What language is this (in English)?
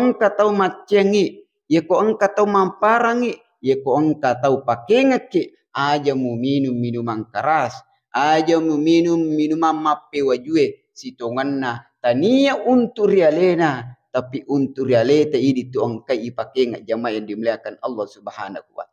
Buginese